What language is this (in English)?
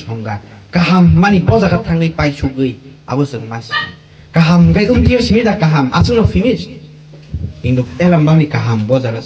Kok Borok